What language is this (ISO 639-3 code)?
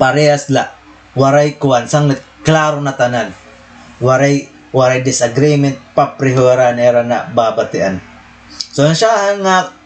war